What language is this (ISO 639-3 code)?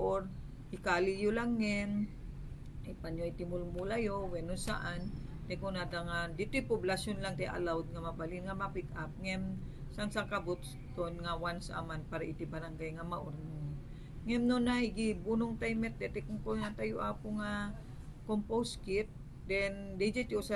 ilo